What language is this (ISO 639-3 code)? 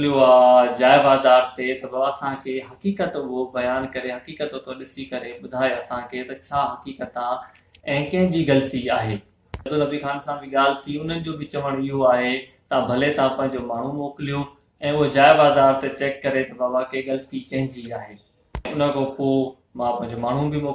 snd